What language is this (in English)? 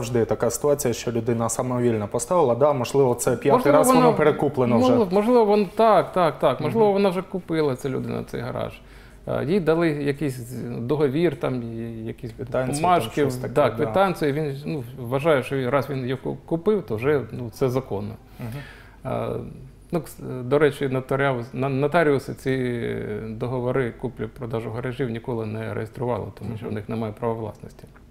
Ukrainian